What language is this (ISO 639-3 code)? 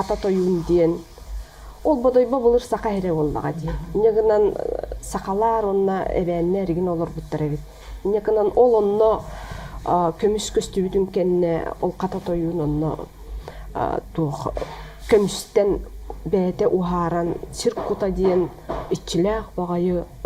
sah